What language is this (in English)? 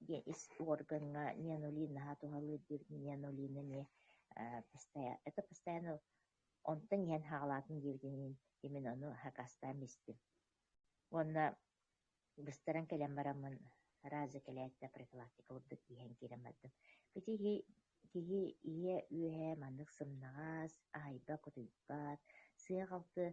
Yakut